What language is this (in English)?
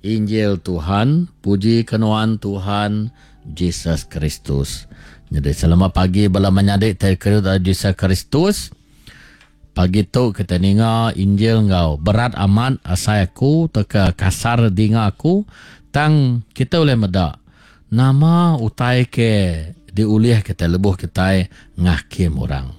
Iban